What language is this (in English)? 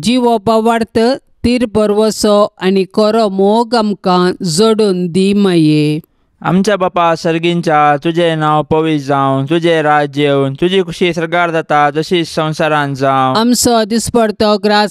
Konkani